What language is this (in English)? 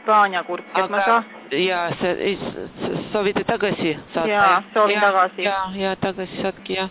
Estonian